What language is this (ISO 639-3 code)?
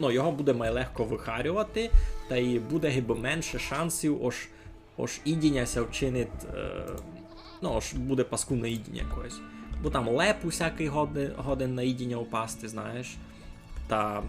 rue